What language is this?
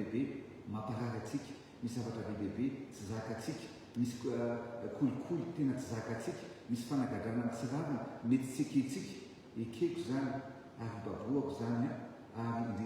Malagasy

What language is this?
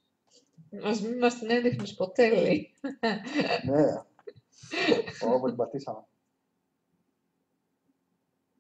Greek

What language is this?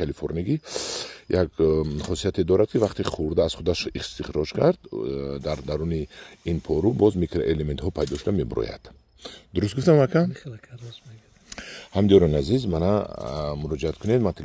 Tajik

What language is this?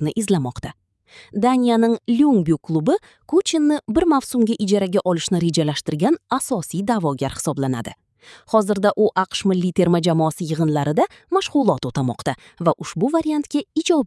Uzbek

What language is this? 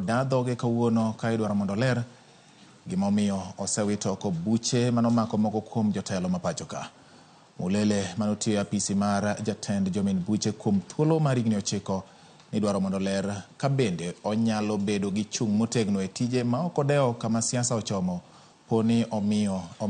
Luo (Kenya and Tanzania)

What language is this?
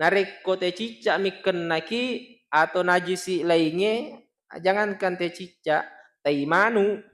Buginese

